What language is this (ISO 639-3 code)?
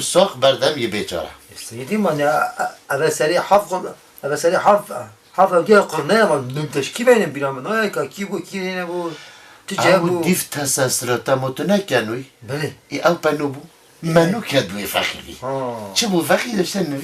kur